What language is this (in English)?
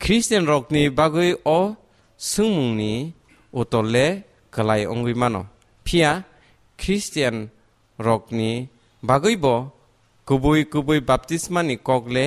Kok Borok